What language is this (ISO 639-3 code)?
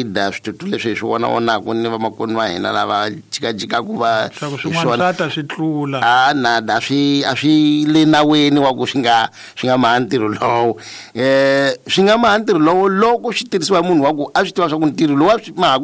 tso